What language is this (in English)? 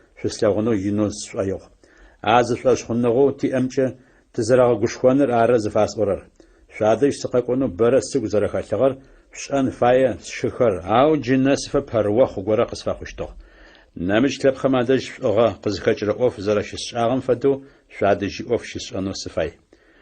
Adyghe